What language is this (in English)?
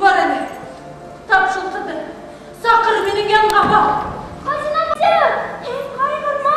Bashkir